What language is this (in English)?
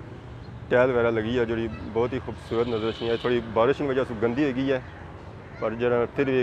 Pahari-Potwari